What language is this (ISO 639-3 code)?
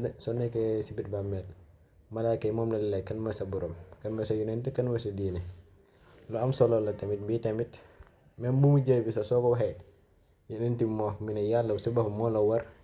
wol